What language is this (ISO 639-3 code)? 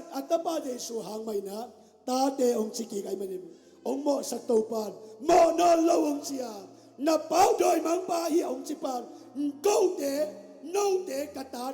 ctd